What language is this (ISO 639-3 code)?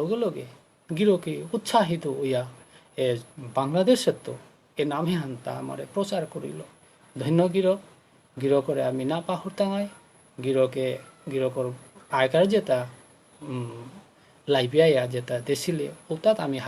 bpy